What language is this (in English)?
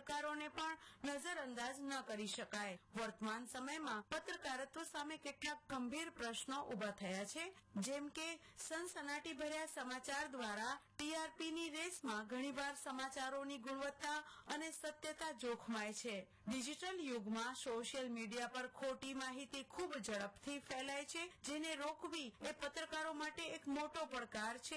Gujarati